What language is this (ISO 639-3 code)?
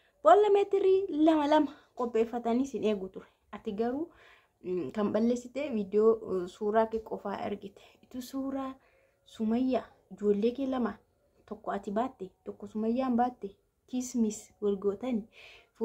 orm